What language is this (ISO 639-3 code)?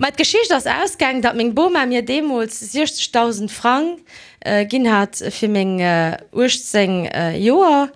ltz